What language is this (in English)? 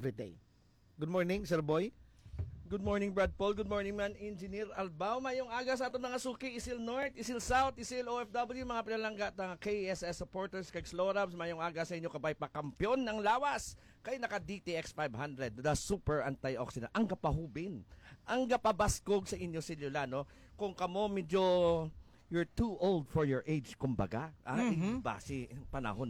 Hiligaynon